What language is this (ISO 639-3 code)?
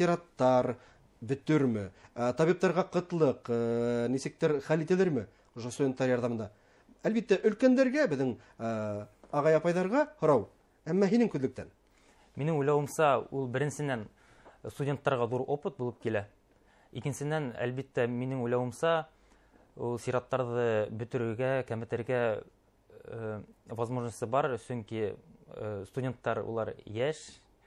bak